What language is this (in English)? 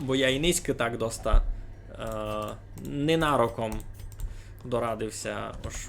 Rusyn